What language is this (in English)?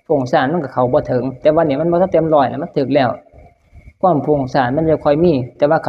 Northeastern Thai